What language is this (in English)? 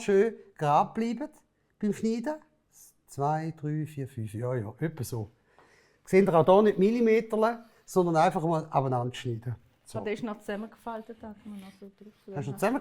Swiss German